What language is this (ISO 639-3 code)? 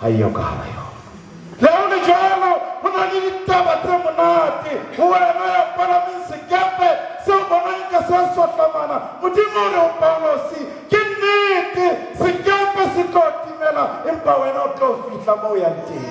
sot